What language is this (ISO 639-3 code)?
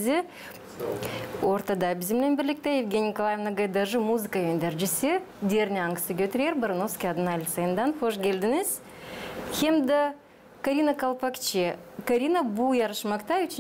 gag